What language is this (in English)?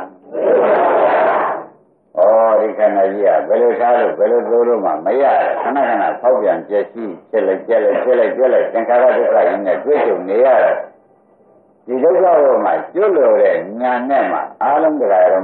Burmese